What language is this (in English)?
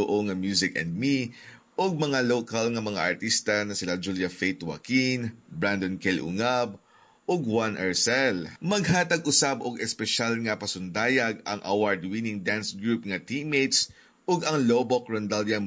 Cebuano